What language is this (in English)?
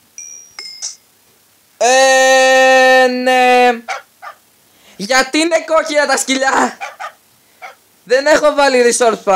Greek